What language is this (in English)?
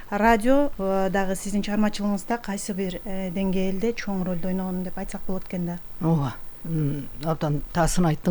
Kyrgyz